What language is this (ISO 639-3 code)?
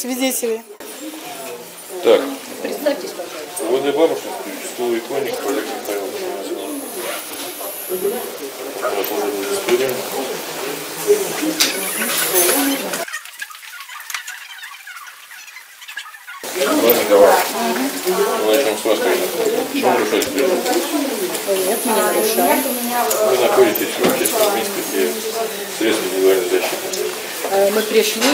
rus